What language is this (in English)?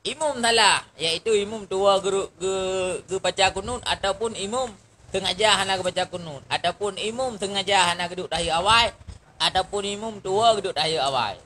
Achinese